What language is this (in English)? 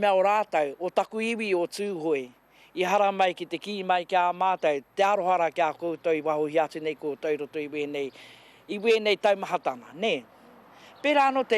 Māori